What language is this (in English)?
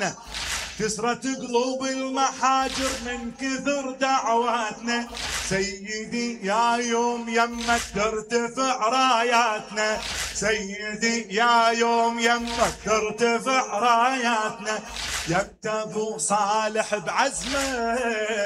Mesopotamian Arabic